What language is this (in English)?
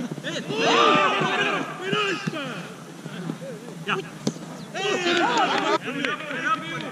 Estonian